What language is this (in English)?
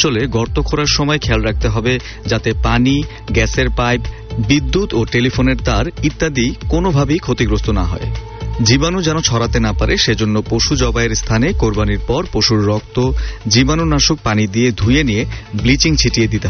Bangla